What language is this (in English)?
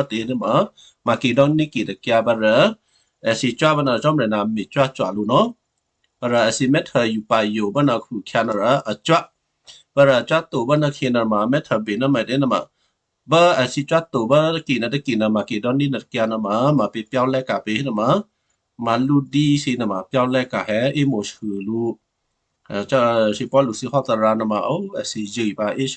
Western Kayah